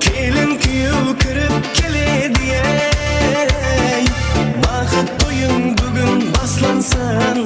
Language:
Kara-Kalpak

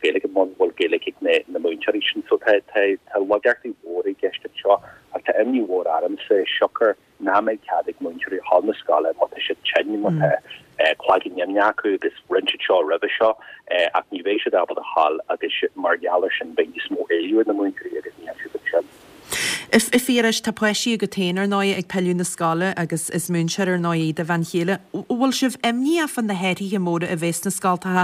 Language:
Irish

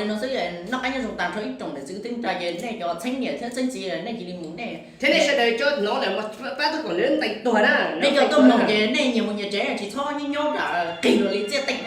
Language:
Hmong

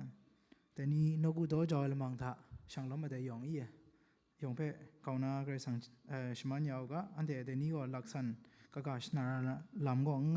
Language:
Kachin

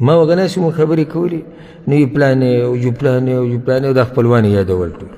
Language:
Pashto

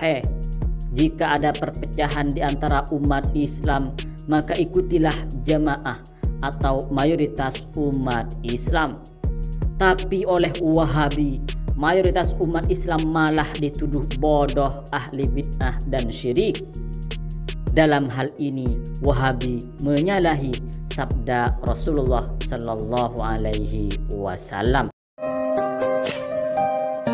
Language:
Indonesian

